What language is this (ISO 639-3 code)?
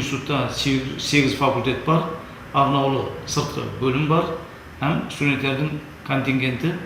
kaa